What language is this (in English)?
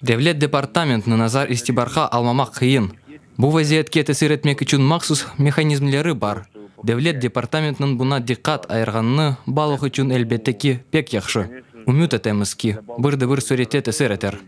Crimean Tatar